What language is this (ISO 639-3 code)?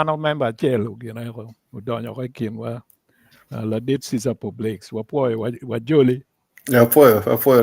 ach